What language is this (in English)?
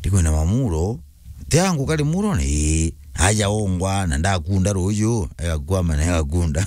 Meru